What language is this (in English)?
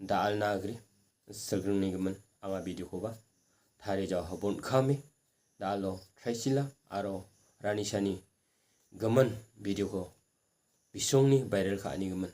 Garo